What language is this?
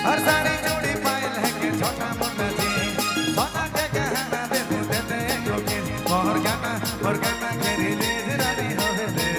Sadri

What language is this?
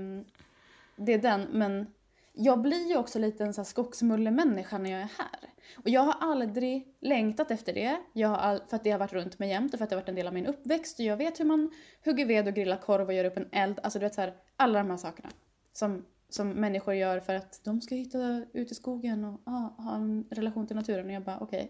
Swedish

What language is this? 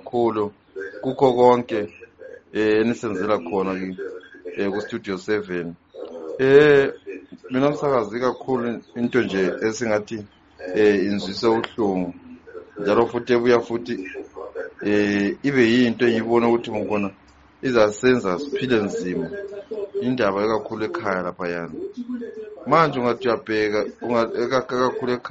North Ndebele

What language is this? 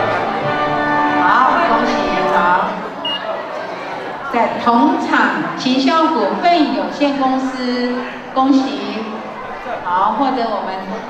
Chinese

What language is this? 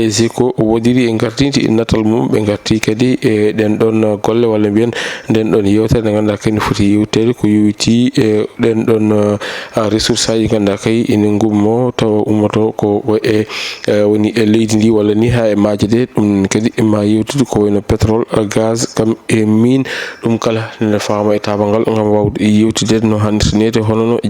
Fula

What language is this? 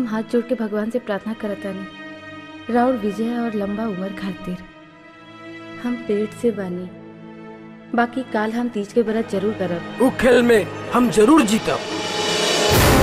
Bhojpuri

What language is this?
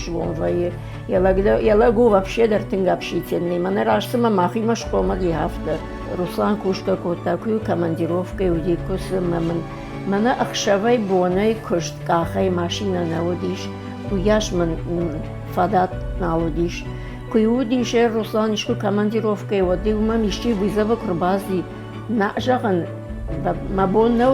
Ossetic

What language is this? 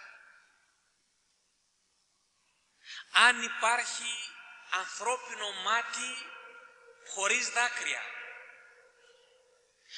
Greek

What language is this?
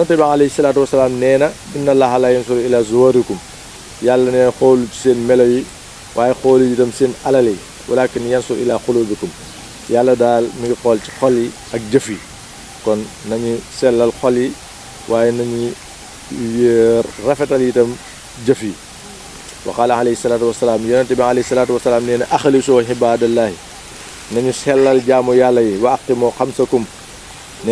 Wolof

